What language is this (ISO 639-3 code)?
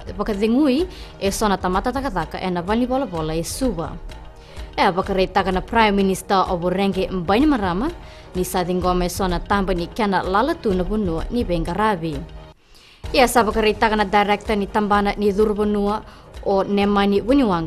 fij